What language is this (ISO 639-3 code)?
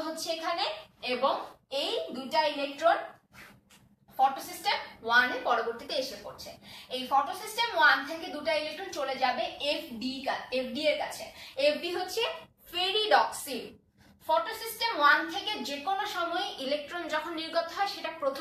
ben